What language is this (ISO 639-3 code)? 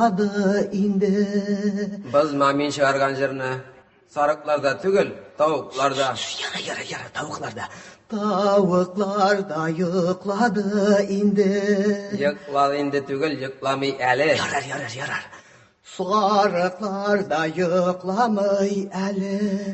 tat